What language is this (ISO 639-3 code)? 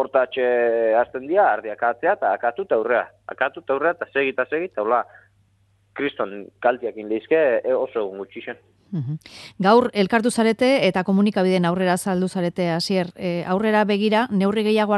eus